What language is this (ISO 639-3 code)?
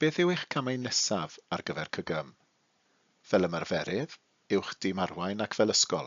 cym